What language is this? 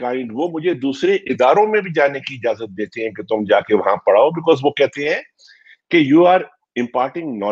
Urdu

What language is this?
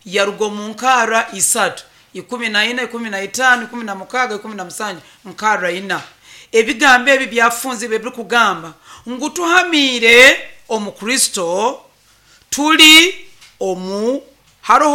Nyoro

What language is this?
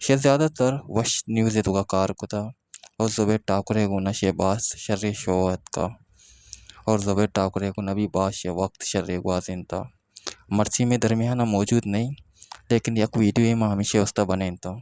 Baluchi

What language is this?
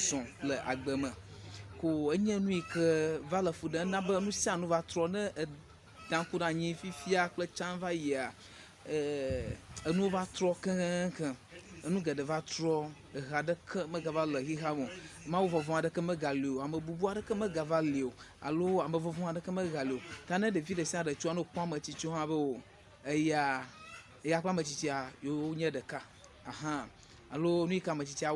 Ewe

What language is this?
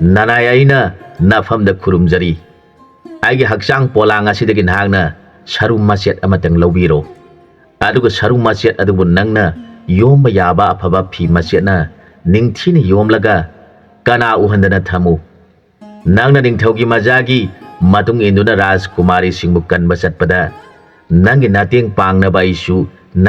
Manipuri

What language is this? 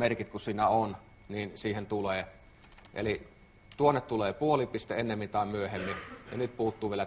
Finnish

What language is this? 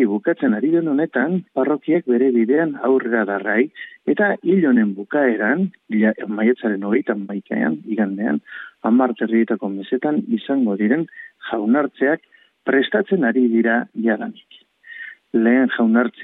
Basque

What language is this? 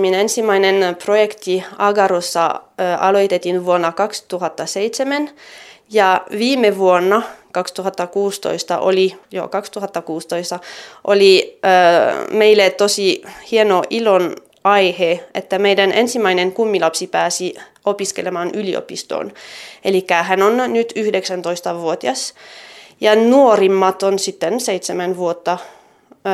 Finnish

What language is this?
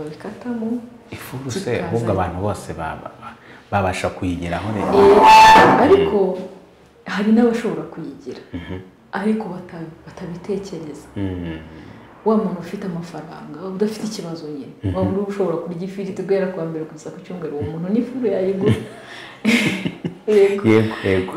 Kinyarwanda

